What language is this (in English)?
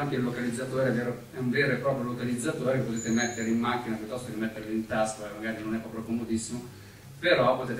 Italian